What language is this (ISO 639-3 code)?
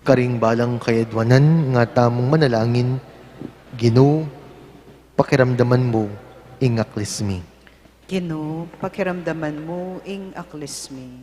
pam